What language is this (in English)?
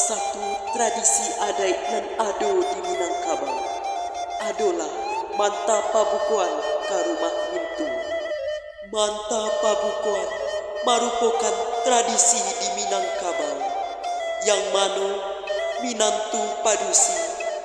Minangkabau